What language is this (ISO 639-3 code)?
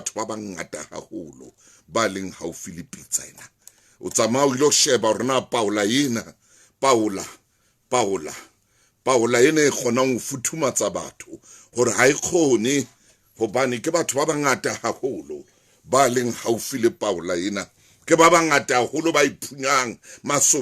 sot